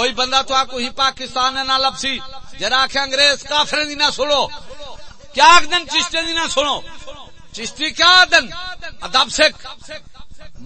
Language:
Saraiki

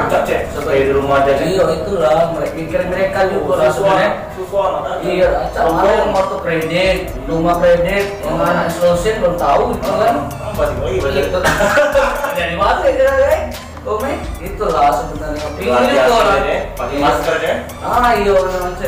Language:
Musi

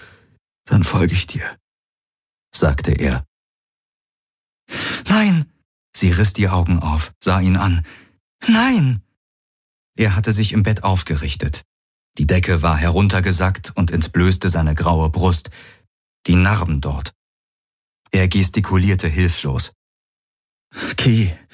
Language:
German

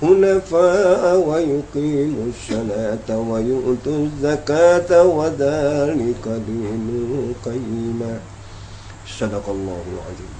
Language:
Minangkabau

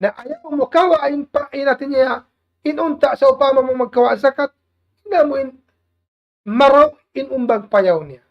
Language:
Tausug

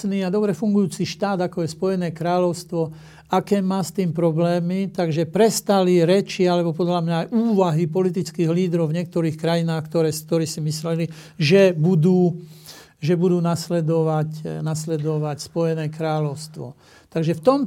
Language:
Slovak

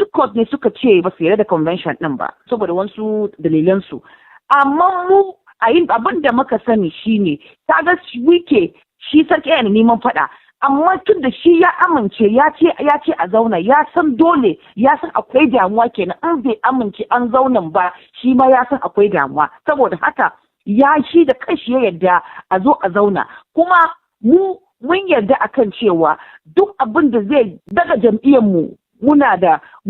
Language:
Hausa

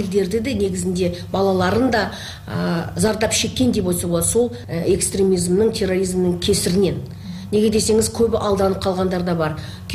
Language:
Kyrgyz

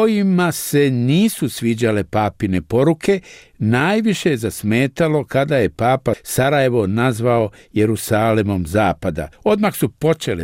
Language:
Bosnian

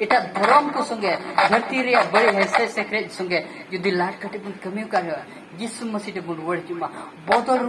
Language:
Santali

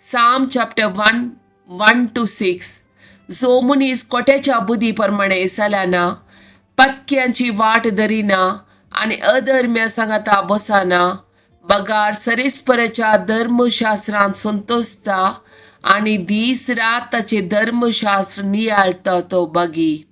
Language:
Konkani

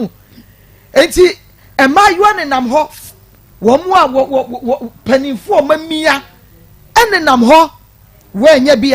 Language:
Akan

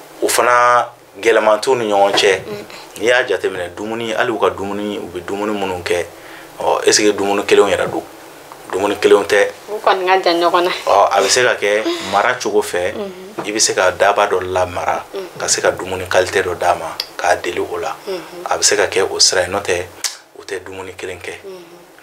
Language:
Bambara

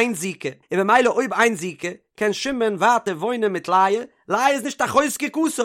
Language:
Yiddish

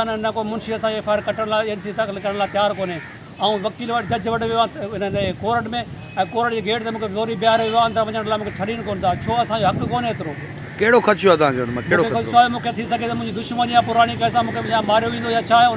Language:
Sindhi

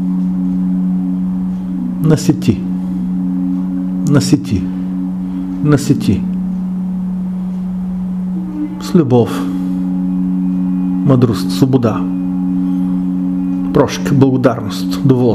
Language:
Bulgarian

